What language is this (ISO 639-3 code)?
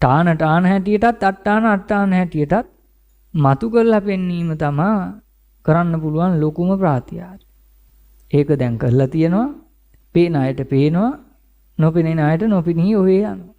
sin